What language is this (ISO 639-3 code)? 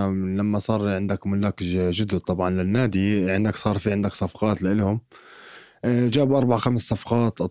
apc